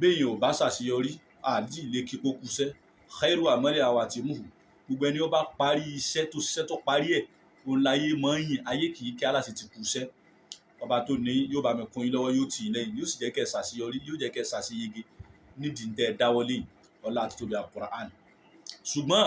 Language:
Yoruba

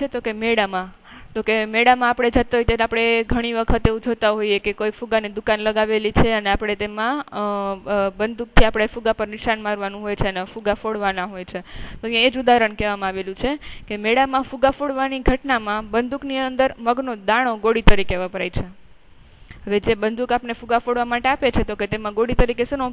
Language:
Gujarati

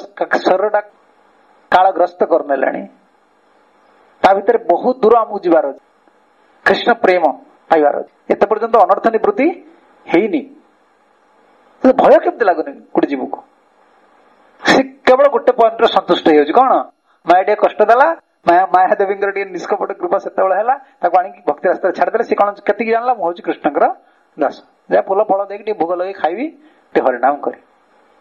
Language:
Odia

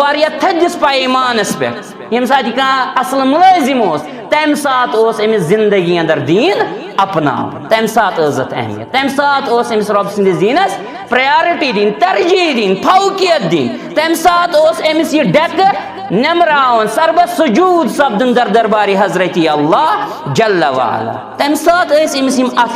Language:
Kashmiri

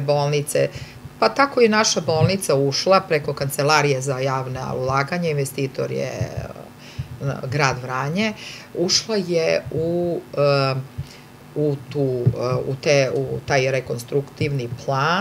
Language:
Serbian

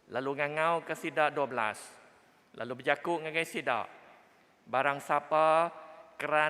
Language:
Iban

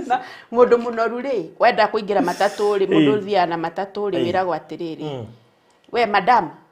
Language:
Kikuyu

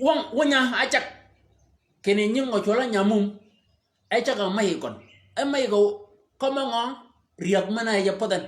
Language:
Shilluk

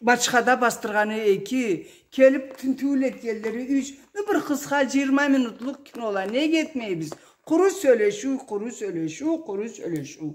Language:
Karachay-Balkar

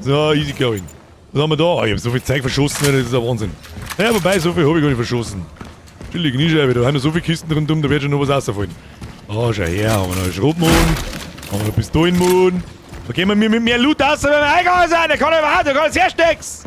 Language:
Bavarian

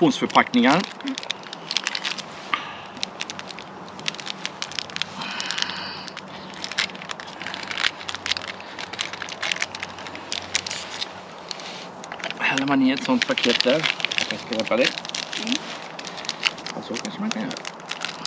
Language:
Swedish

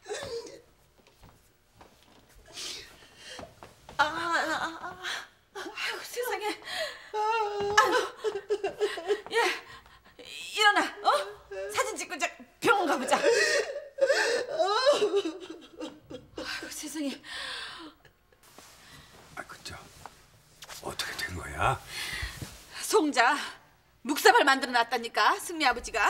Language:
Korean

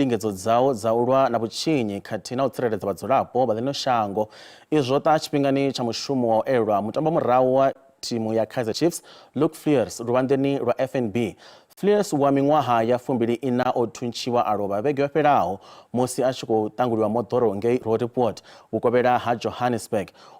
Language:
Venda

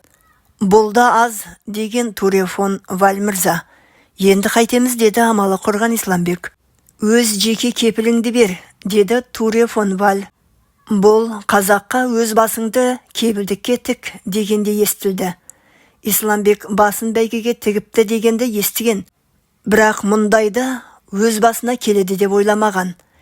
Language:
Kazakh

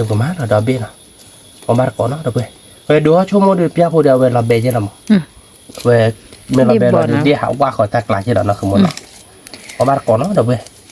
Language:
S'gaw Karen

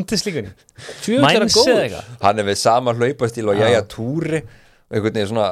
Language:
Icelandic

